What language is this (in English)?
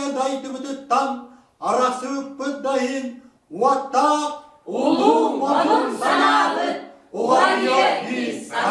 Yakut